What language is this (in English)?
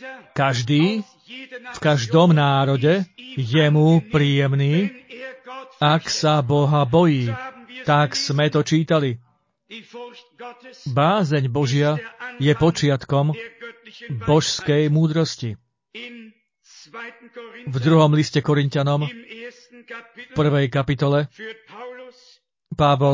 Slovak